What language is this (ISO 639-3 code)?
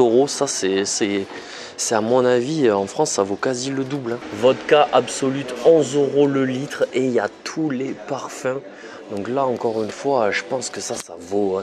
fra